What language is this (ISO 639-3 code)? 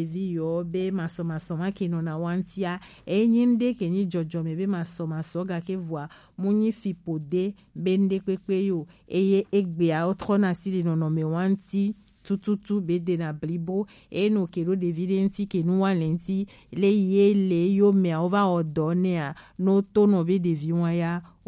gej